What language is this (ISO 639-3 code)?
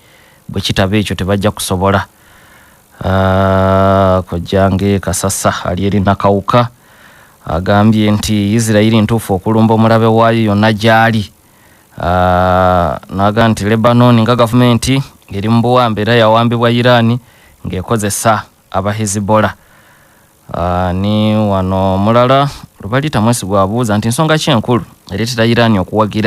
lug